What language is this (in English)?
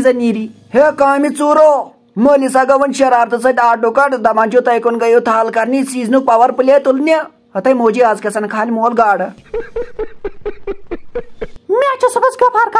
Kashmiri